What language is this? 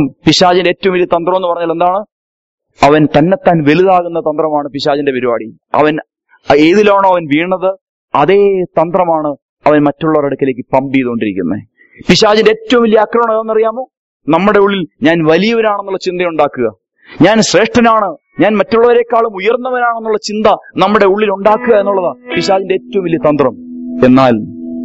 Malayalam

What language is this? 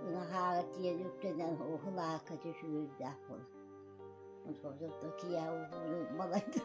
Yakut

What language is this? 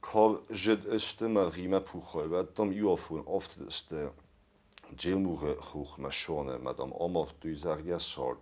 Ossetic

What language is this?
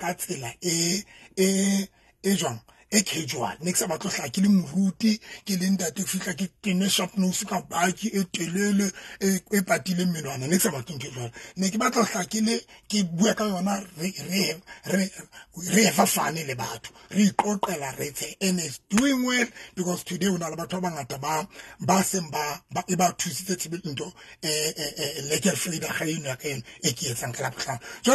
Southern Sotho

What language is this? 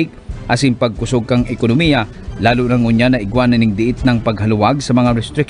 Bikol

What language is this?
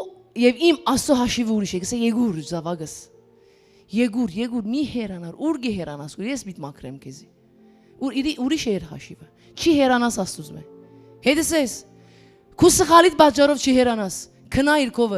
Western Armenian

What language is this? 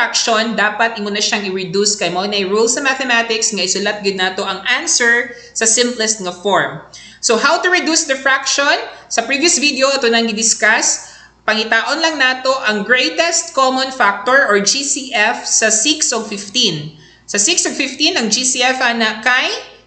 Cebuano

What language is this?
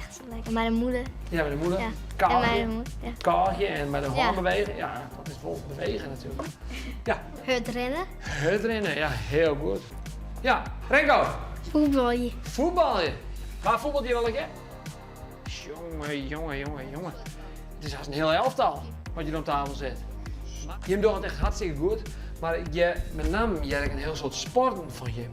Western Frisian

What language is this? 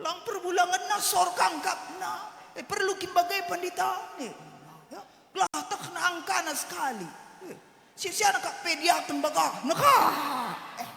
Batak Karo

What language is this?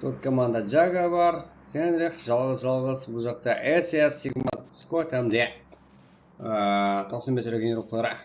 Kara-Kalpak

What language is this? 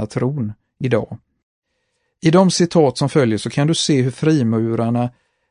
Swedish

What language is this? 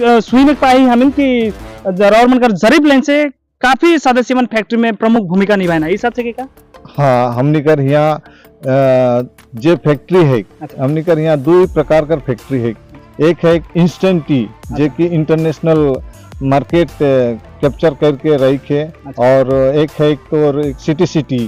Sadri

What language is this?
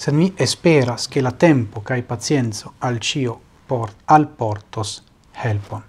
Esperanto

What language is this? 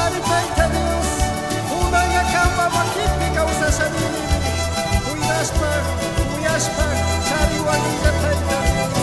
Chimborazo Highland Quichua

